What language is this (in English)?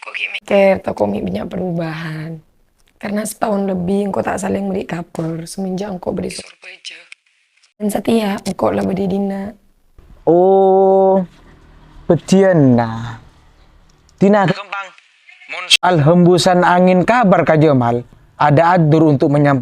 Madurese